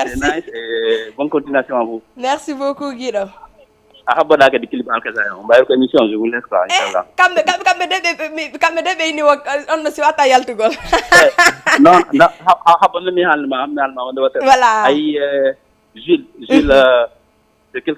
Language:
Fula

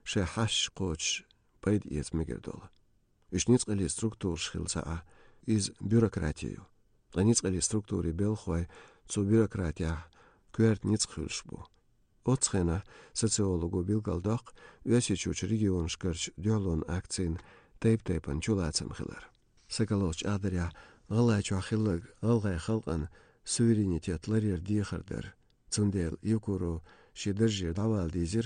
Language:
Chechen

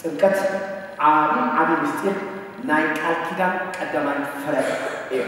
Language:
Tigrinya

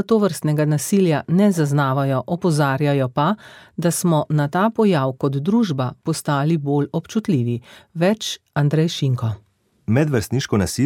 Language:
Slovenian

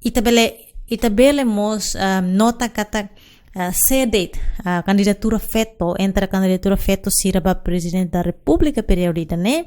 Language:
Tetum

